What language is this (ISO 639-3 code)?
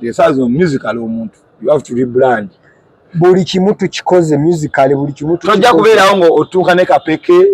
lug